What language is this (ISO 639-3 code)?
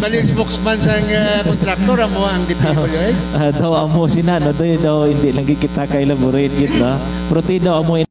hil